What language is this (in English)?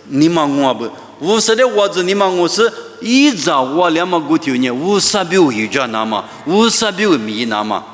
Lisu